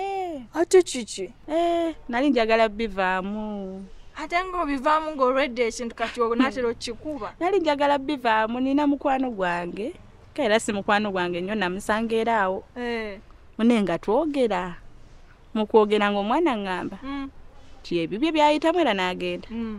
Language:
Ganda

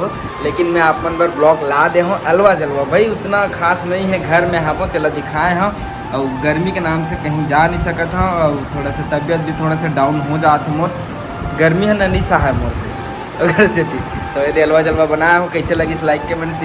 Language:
Chhattisgarhi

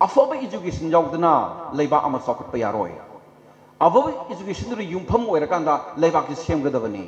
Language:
Manipuri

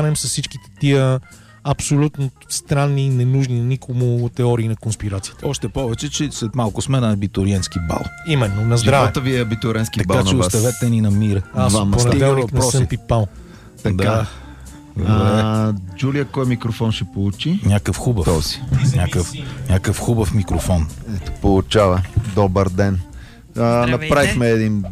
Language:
Bulgarian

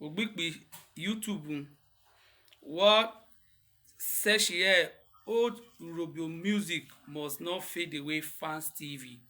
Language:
Urhobo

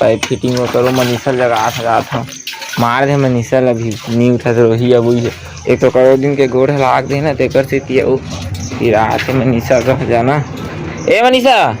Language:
Chhattisgarhi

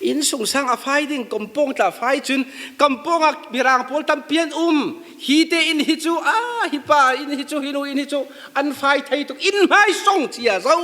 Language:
Falam Chin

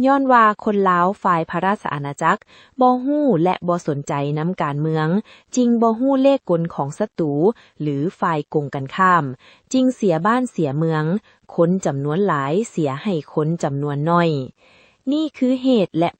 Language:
Lao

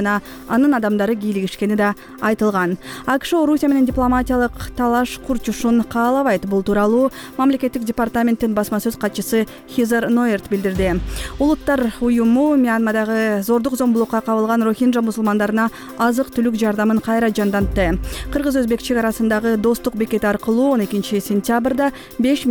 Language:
Kyrgyz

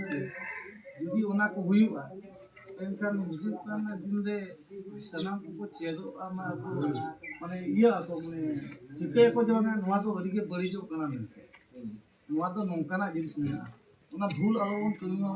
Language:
Santali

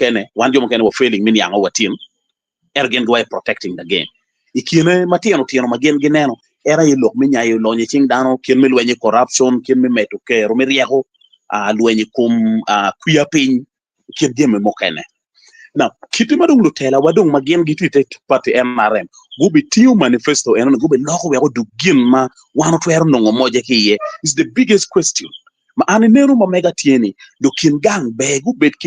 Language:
Acoli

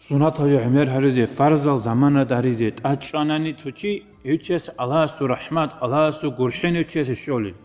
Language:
Avaric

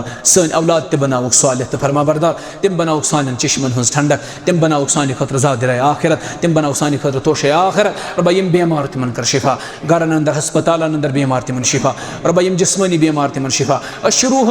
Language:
Kashmiri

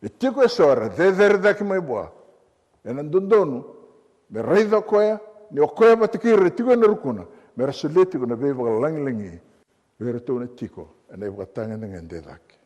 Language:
Fijian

